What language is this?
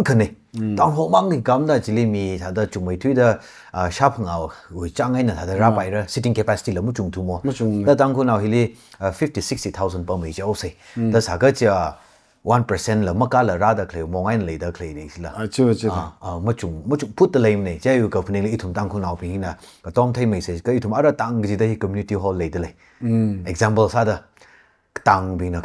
Tangkhul Naga (India)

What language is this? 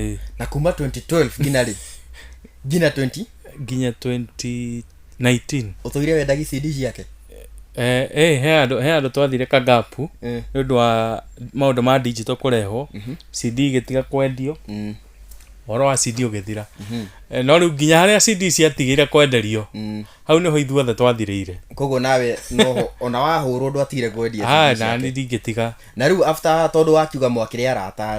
Kikuyu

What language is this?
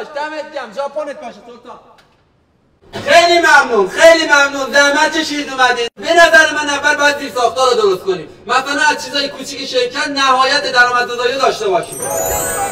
Persian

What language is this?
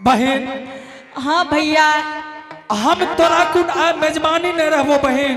Angika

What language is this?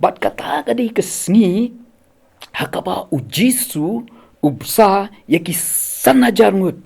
Khasi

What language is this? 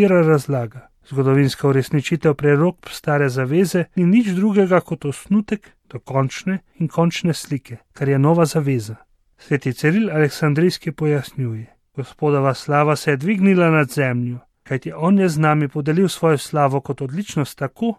Slovenian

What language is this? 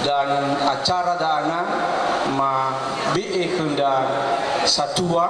Nias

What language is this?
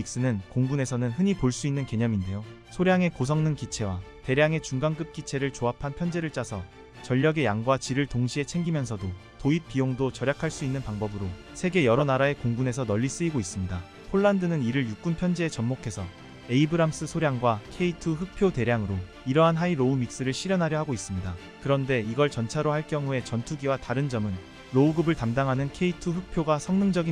Korean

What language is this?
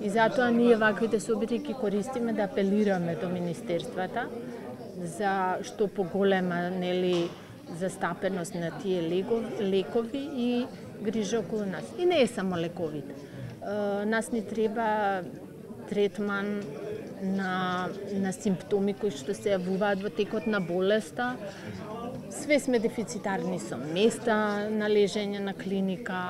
Macedonian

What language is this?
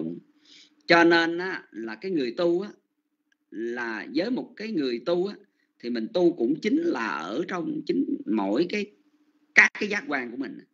Vietnamese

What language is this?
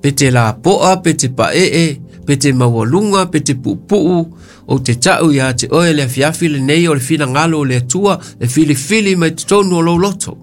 Samoan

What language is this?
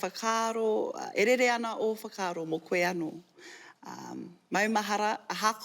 Māori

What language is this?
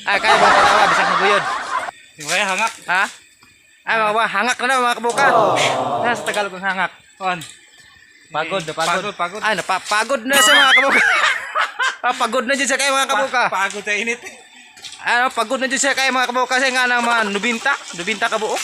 Cebuano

